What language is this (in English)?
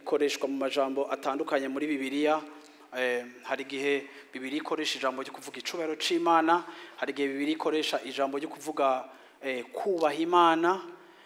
Rundi